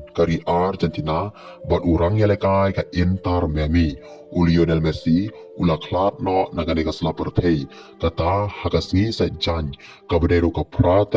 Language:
Khasi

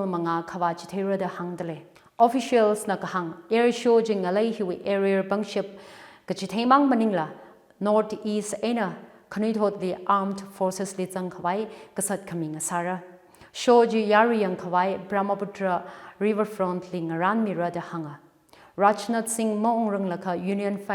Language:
Tangkhul Naga (India)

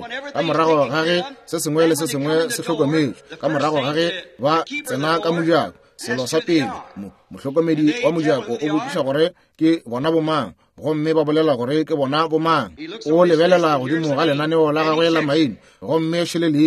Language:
Northern Sotho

